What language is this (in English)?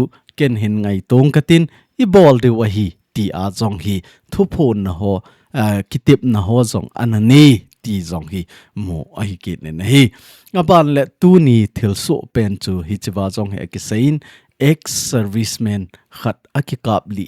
Thado Chin